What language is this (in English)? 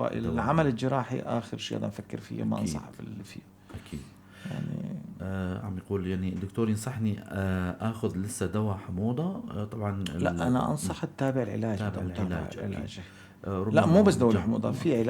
North Levantine Arabic